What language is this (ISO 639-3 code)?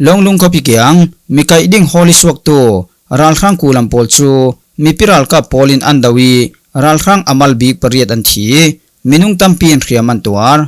cfm